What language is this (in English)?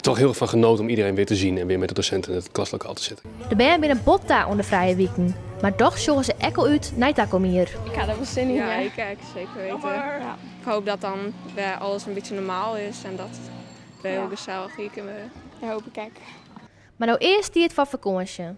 Western Frisian